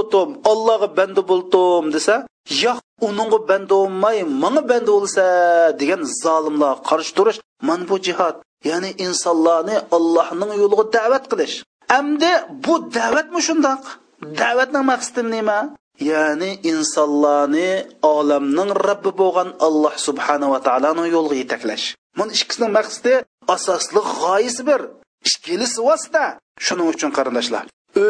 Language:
Uyghur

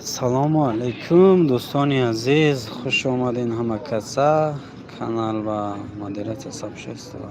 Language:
Tajik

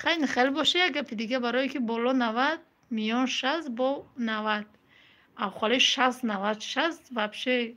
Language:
Tajik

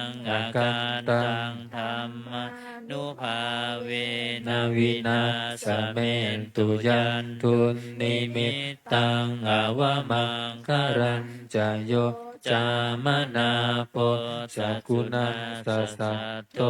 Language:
Pali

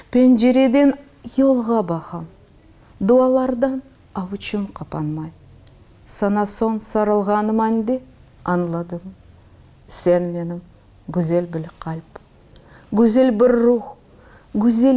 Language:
Crimean Tatar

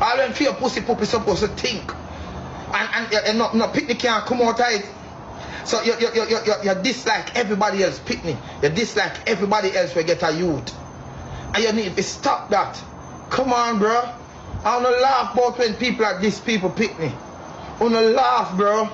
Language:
Jamaican Creole English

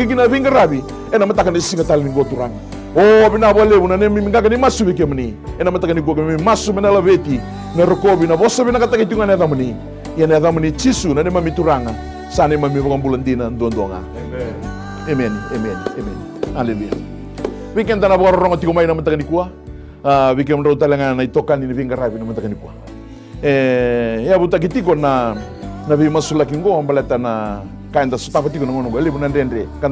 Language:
Fijian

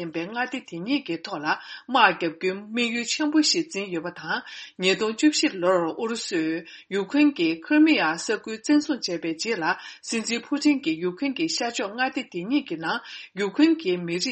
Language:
Tibetan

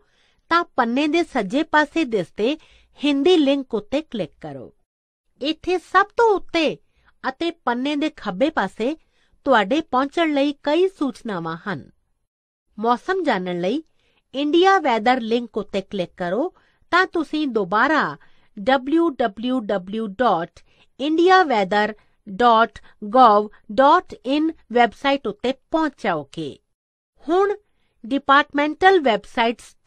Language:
Punjabi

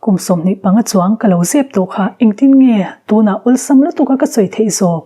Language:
Mizo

